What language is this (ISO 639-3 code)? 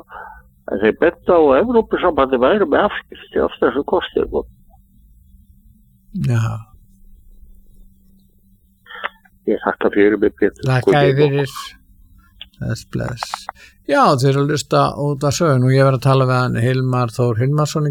isl